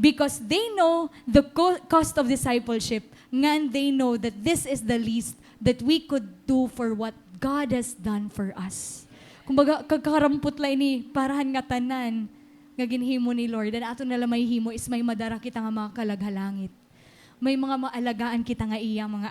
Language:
Waray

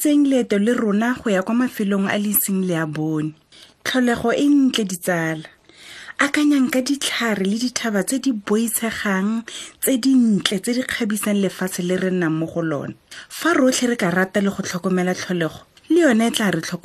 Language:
Tswana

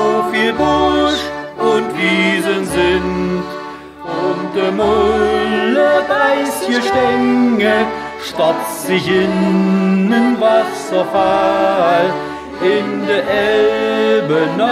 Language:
German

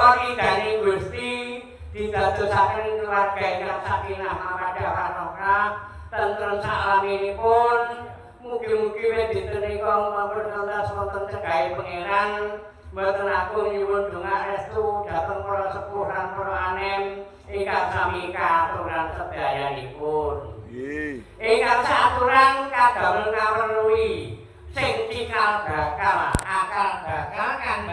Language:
Javanese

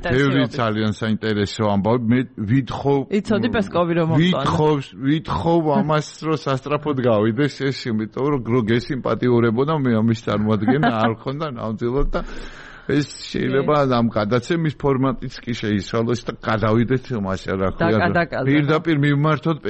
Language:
Georgian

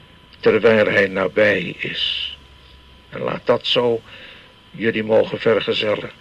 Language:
Dutch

